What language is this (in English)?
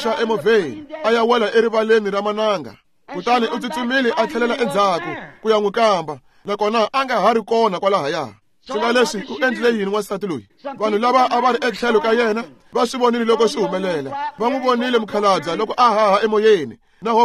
Tsonga